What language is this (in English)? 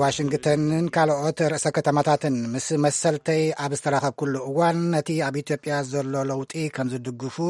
Tigrinya